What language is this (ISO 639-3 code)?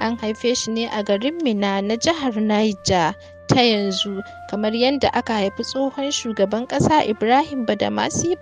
hau